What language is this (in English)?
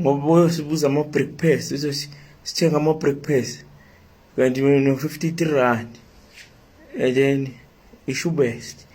Zulu